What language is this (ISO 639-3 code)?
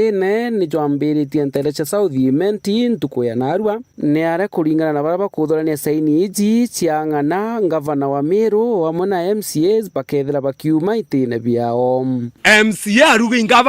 mer